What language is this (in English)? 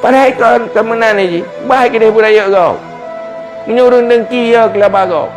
Achinese